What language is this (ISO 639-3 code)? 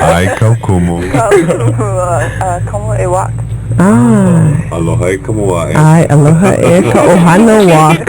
haw